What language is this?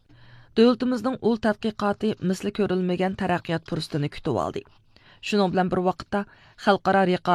Uyghur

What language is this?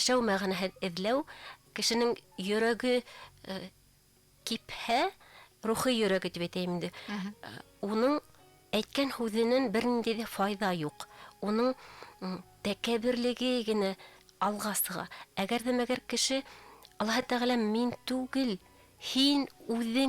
Bashkir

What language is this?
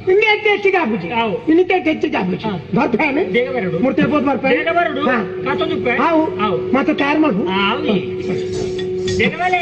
Tulu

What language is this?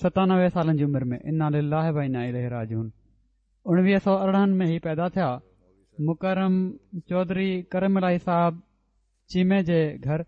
Sindhi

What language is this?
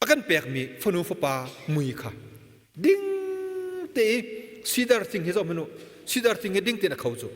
Hakha Chin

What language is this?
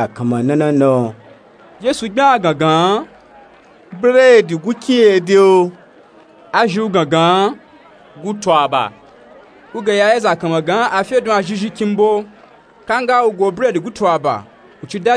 Nupe-Nupe-Tako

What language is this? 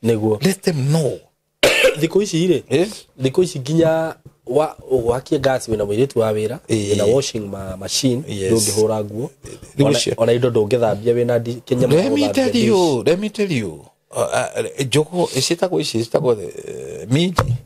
Kikuyu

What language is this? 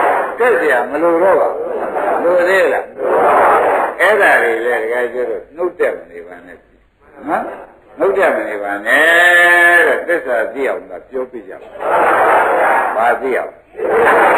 Burmese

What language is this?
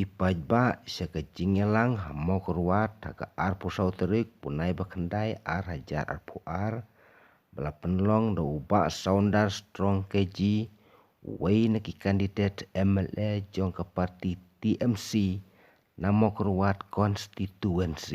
Khasi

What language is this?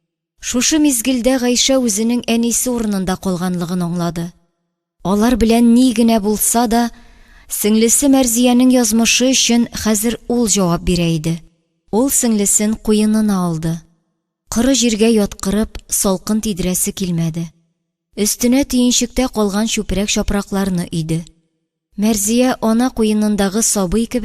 Tatar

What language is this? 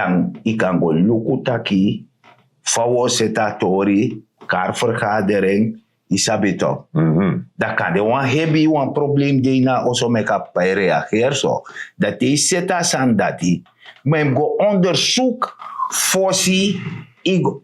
Sranan Tongo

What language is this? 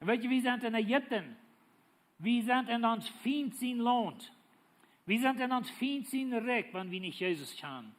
Plautdietsch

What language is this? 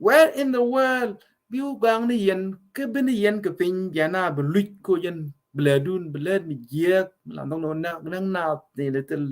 Nuer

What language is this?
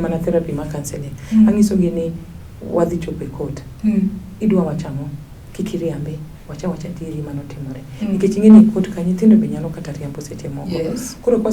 Luo (Kenya and Tanzania)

